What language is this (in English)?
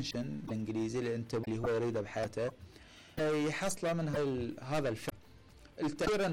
Mesopotamian Arabic